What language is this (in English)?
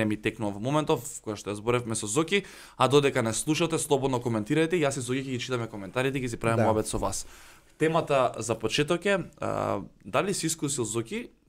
Macedonian